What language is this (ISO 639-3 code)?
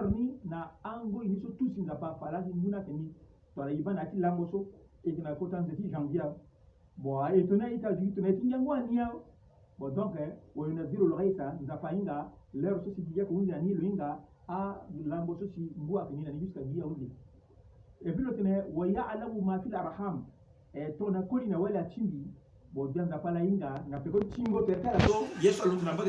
sag